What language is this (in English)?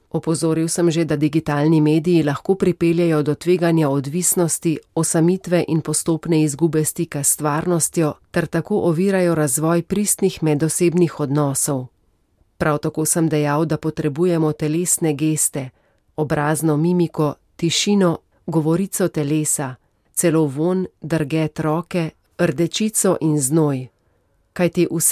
Slovenian